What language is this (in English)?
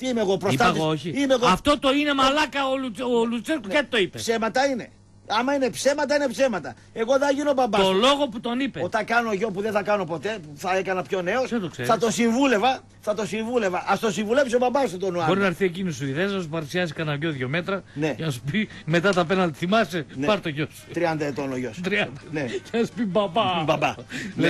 Greek